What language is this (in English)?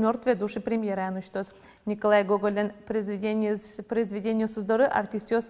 Udmurt